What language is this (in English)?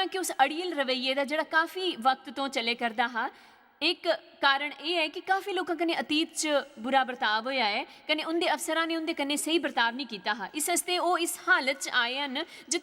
Dogri